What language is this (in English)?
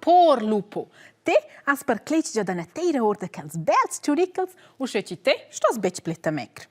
Romansh